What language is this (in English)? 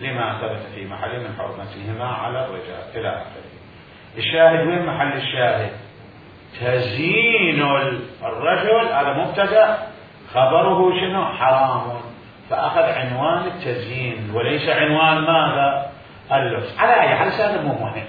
Mesopotamian Arabic